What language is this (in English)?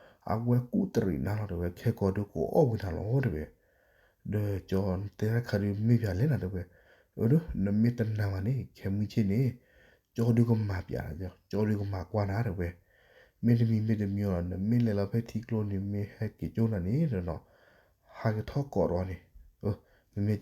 S'gaw Karen